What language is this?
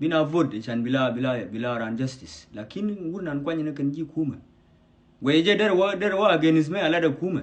Nuer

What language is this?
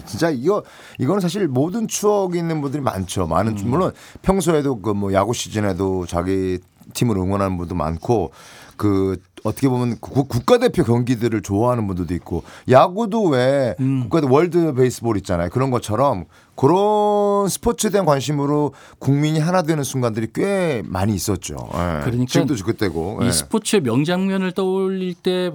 Korean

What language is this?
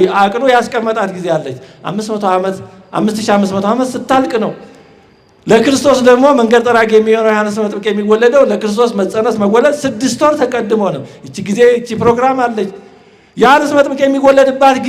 Amharic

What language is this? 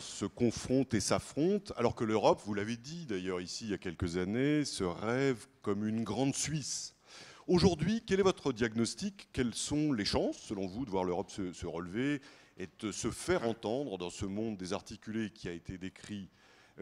French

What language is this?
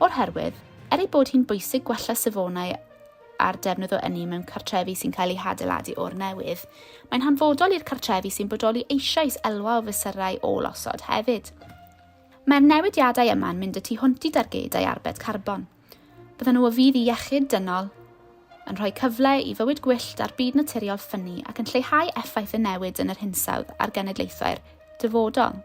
Welsh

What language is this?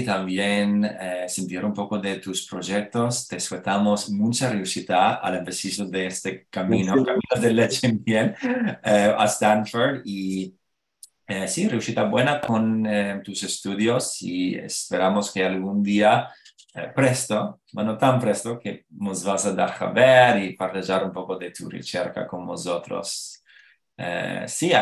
Ladino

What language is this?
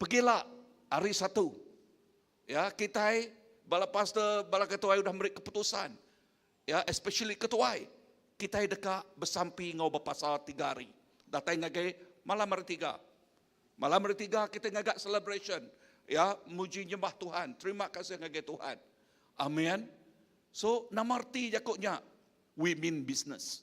Iban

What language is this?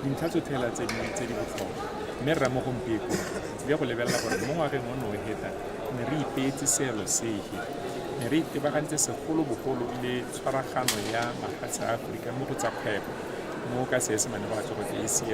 Tswana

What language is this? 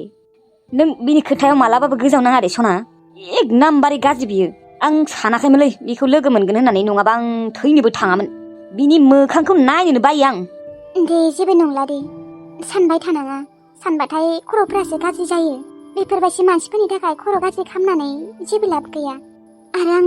Bodo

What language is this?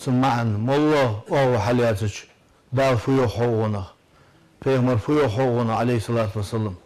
Ingush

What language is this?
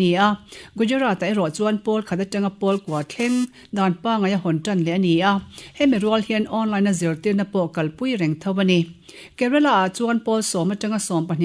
Mizo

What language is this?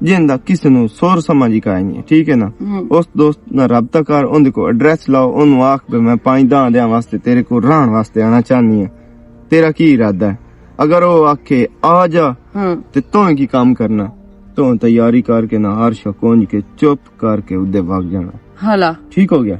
Western Panjabi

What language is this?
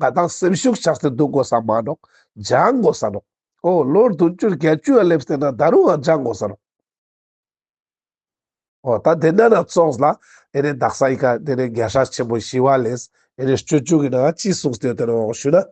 Ladakhi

